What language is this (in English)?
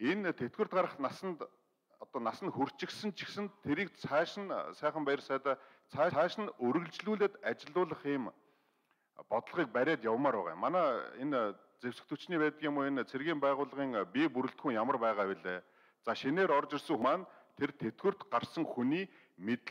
Mongolian